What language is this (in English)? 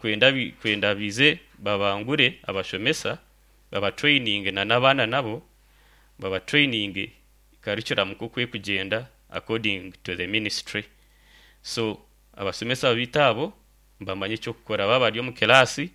Nyankole